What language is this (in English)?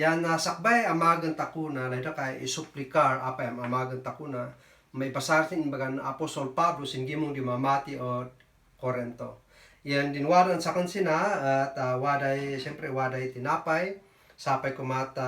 Kankanaey